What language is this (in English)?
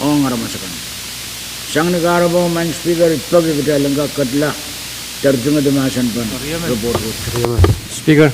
Pohnpeian